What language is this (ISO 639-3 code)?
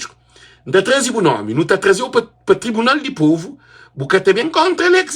kea